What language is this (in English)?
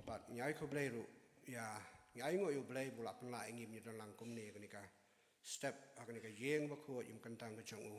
Khasi